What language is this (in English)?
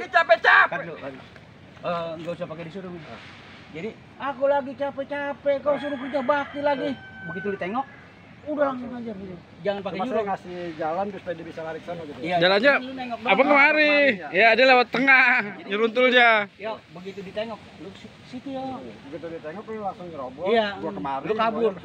Betawi